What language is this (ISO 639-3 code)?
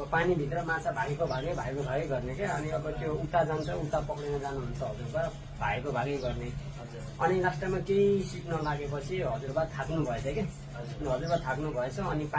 nep